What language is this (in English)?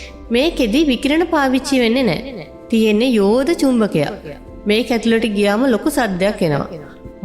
Sinhala